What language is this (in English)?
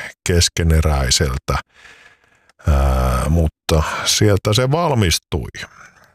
Finnish